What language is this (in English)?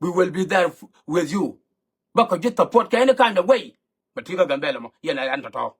Nuer